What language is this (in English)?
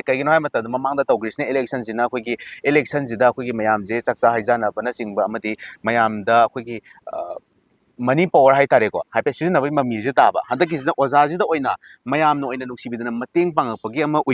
Manipuri